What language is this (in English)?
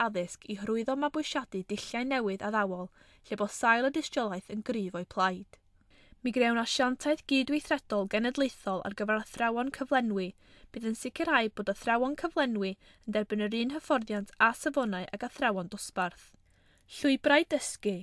Welsh